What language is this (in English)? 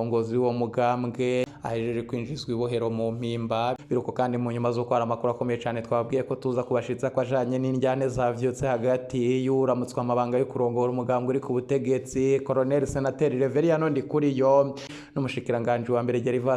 Rundi